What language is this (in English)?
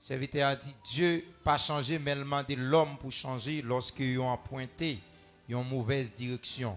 Haitian Creole